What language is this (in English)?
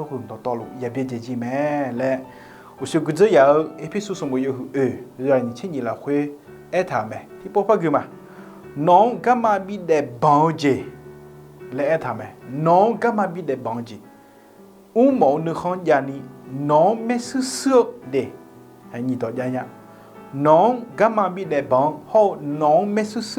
Akha